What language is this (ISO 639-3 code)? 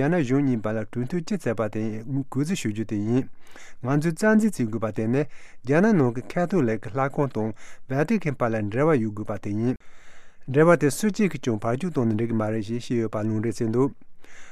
bod